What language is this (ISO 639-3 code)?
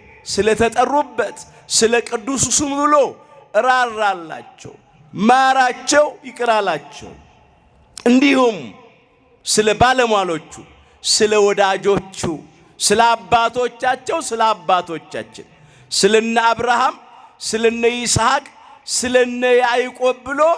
amh